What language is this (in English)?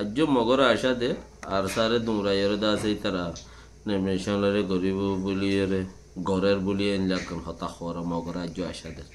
Rohingya